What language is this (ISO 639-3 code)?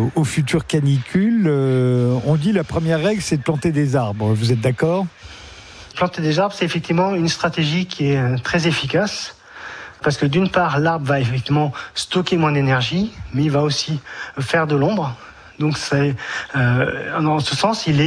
fra